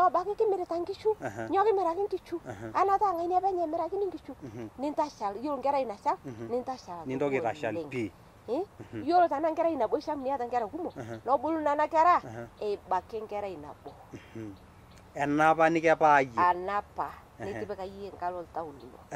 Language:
Masai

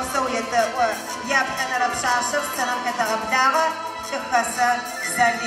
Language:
Adyghe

